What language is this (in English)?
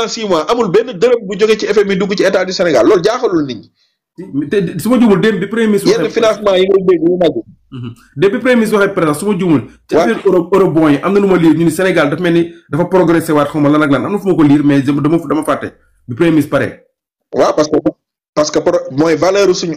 Wolof